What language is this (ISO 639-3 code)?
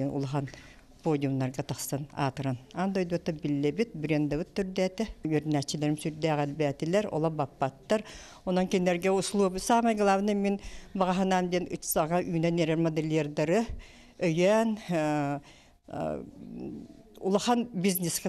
sah